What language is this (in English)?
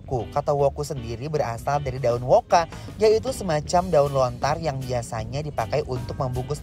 Indonesian